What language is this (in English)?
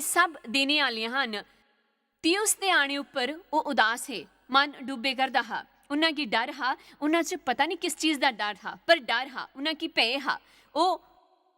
Dogri